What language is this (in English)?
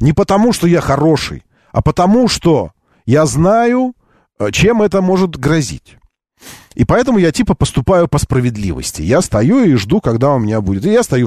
Russian